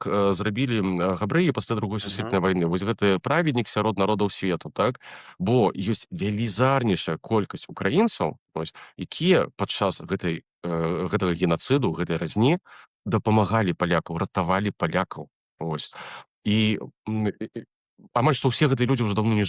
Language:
Belarusian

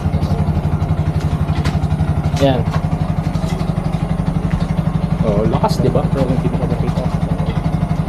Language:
Filipino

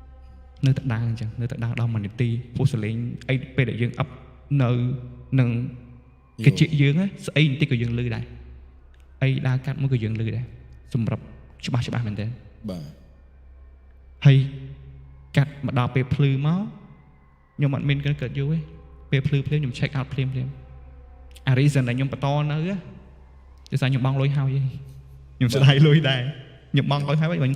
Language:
Khmer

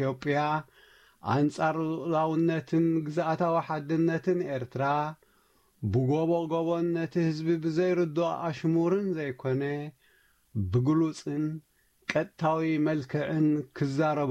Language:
Tigrinya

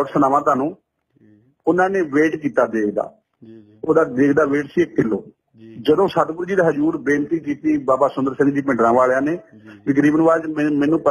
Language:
Punjabi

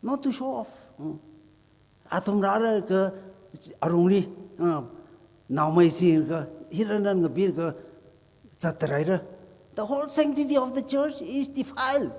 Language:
Tangkhul Naga (India)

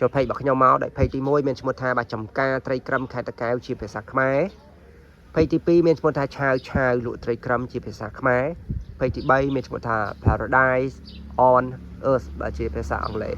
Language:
Khmer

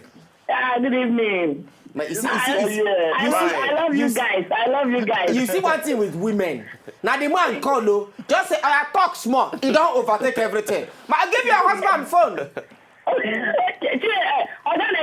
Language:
Nigerian Pidgin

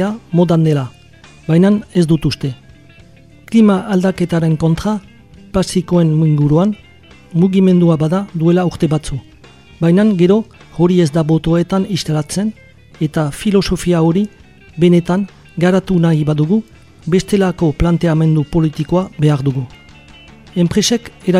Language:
Basque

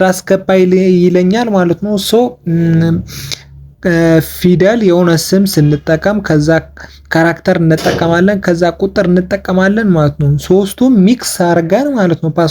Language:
Amharic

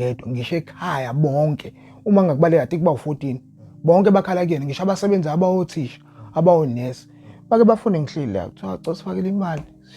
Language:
Zulu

